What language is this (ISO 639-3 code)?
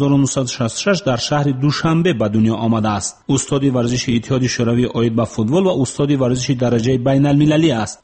tgk